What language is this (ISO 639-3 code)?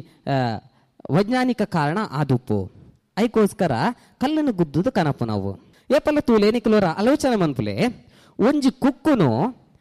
tcy